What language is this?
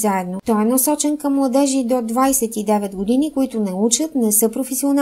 Bulgarian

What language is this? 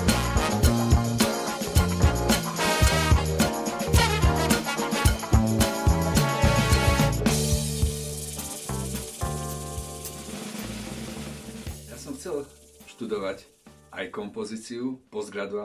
Slovak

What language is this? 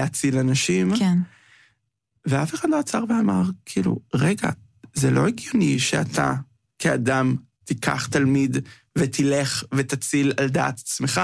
Hebrew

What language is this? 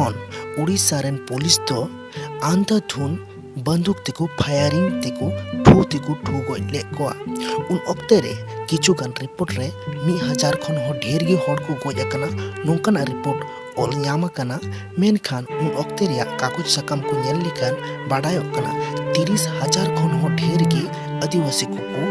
Santali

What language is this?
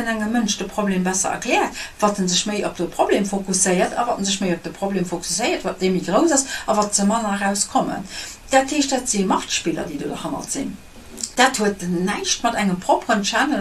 Luxembourgish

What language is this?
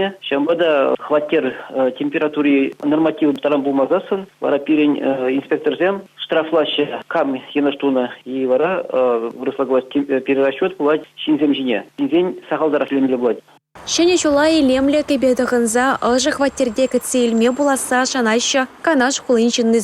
Chuvash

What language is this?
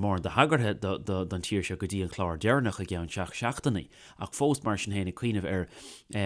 Irish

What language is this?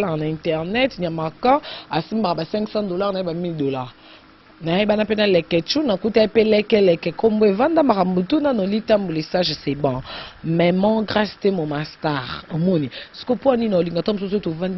Lingala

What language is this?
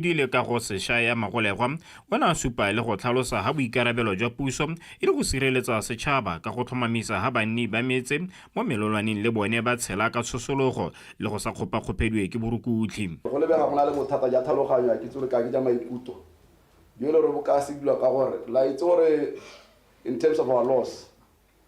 Tswana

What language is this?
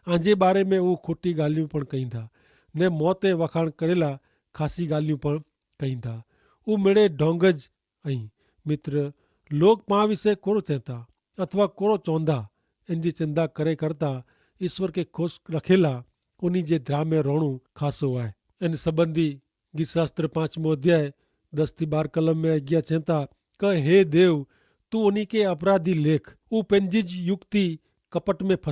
Kachhi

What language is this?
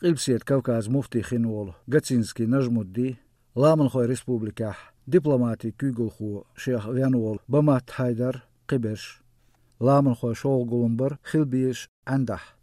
Chechen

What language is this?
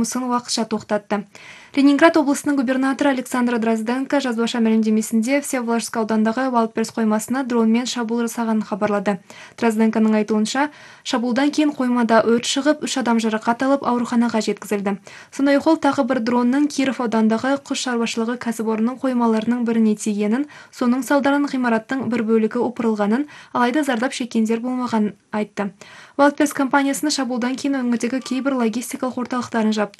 Kazakh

